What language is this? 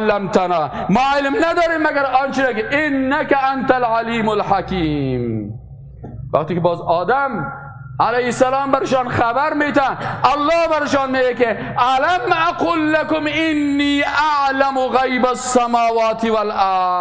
Persian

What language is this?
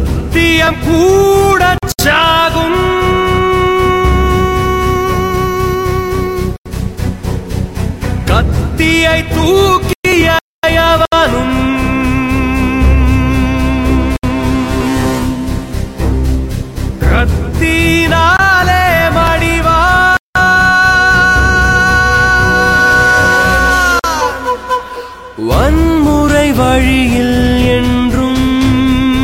Tamil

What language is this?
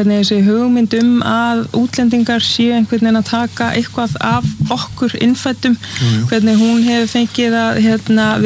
Icelandic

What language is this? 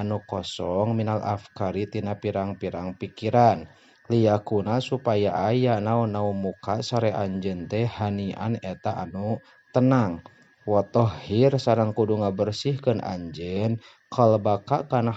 Sundanese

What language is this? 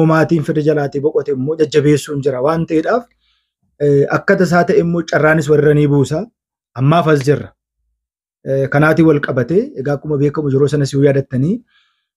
Oromo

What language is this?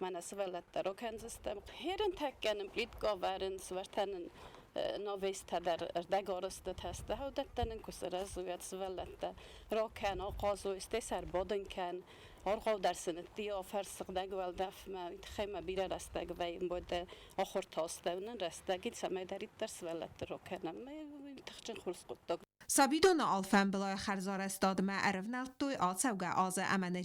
Ossetic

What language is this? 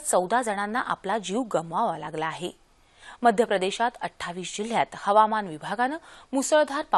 Marathi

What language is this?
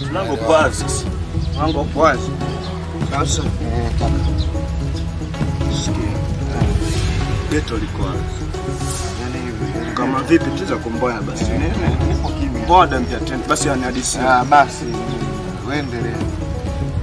Swahili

